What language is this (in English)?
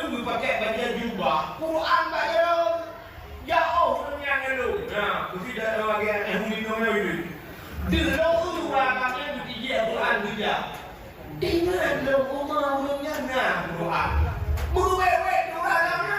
Achinese